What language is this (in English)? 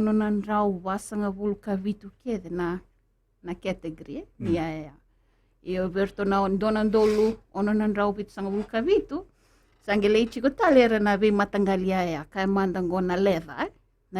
Fijian